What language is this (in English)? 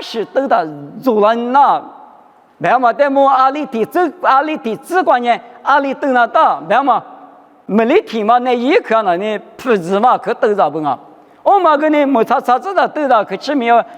Lisu